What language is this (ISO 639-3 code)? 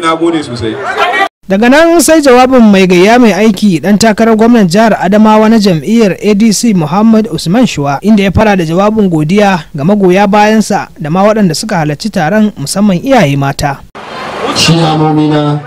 hau